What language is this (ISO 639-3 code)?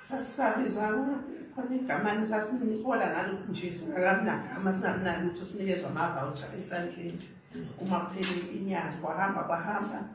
zul